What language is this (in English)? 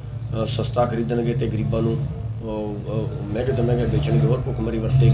Punjabi